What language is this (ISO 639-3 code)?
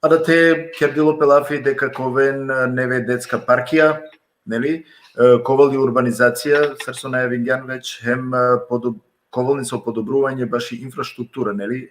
rmn